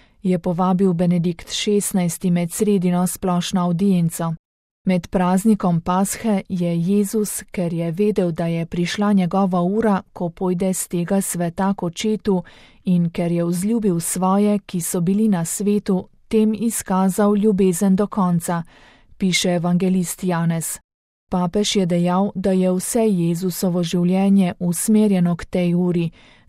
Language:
Slovenian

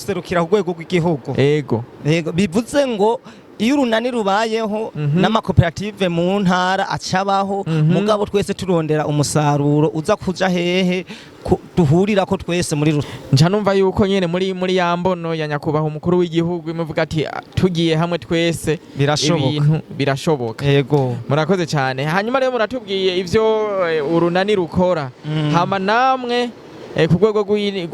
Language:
Rundi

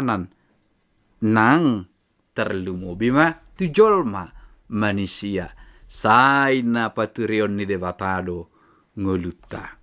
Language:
Batak Toba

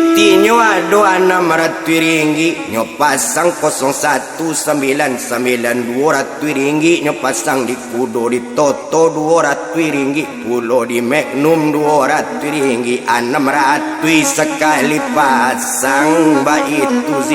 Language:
Minangkabau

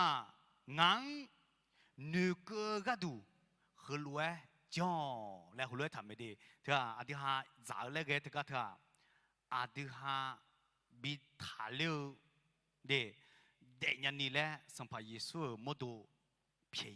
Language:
Akha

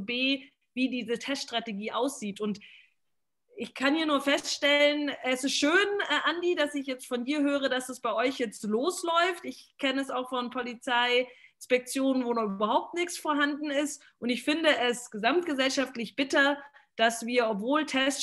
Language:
German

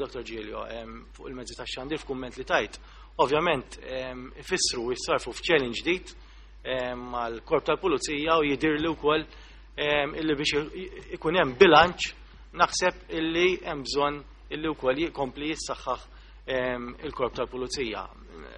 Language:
Maltese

